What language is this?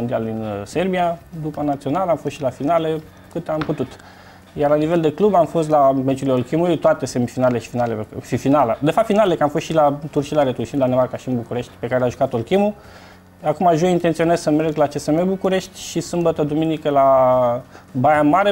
Romanian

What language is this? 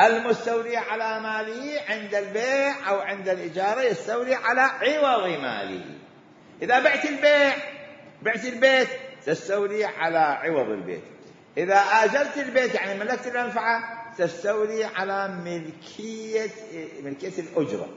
Mesopotamian Arabic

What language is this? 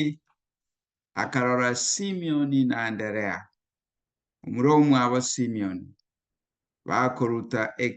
Gusii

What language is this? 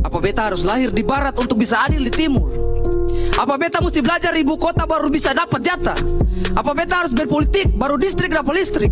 Ambonese Malay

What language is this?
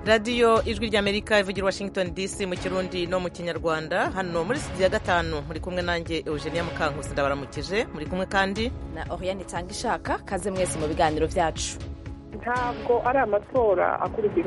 Kinyarwanda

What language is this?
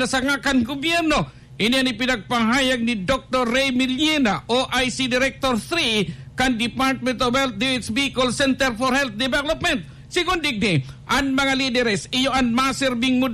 Bikol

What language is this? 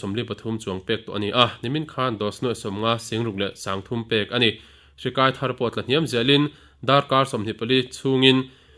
Mizo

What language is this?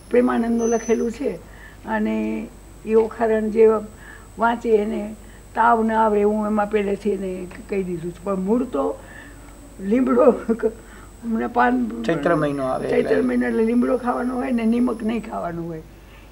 Gujarati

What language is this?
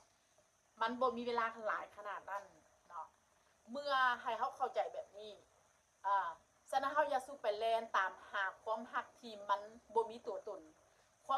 Northeastern Thai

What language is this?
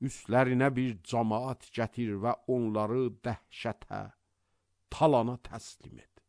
Azerbaijani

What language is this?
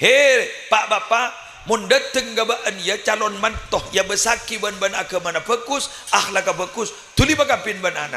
Madurese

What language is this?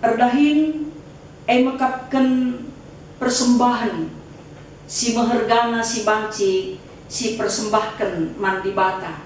Batak Karo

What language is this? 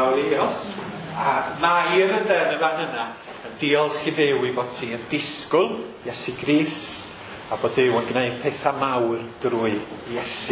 Welsh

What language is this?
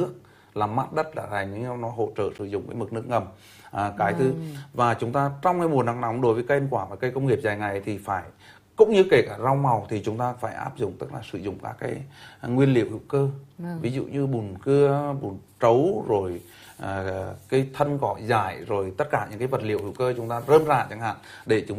Vietnamese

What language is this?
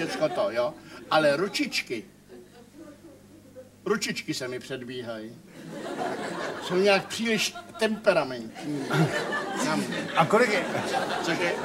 Czech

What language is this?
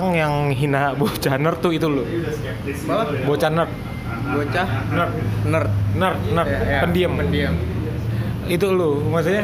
Indonesian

